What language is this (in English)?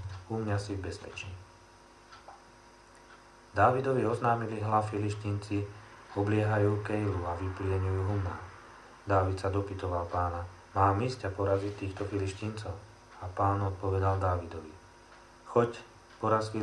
Slovak